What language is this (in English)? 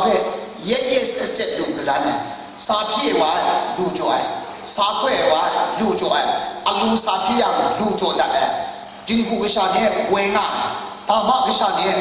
Kachin